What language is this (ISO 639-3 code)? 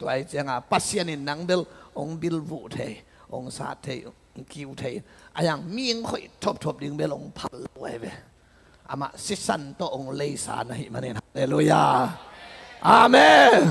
ctd